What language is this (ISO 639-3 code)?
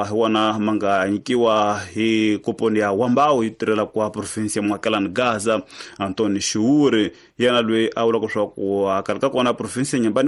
tso